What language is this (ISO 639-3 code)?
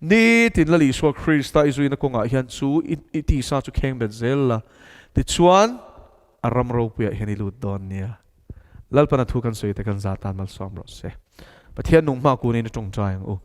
lus